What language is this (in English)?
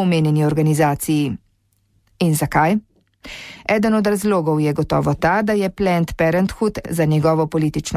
Slovenian